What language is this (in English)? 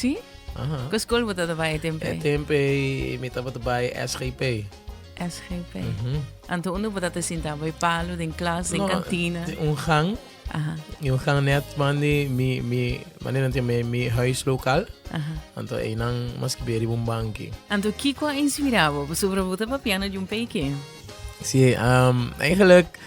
Papiamento